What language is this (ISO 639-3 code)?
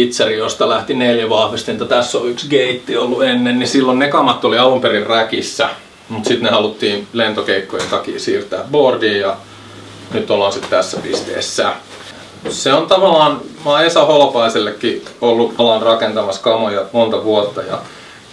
fin